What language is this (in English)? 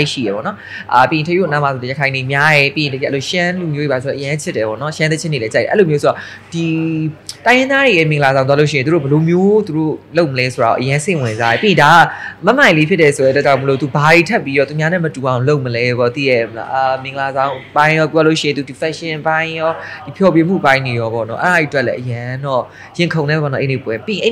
Burmese